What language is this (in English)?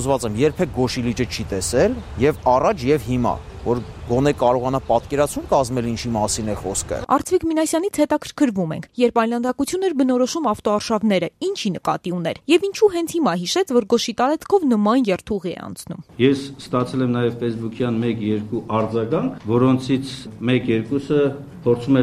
Armenian